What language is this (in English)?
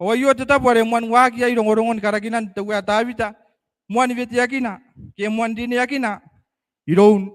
Gilbertese